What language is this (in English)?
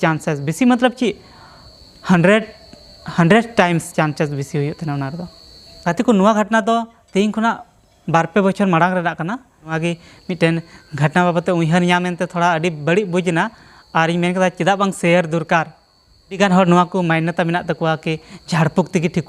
Santali